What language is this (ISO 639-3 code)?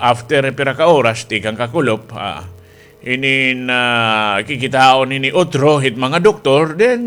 war